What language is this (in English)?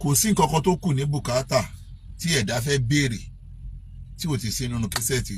Yoruba